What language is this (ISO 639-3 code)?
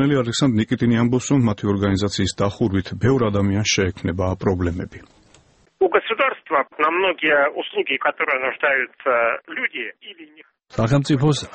kat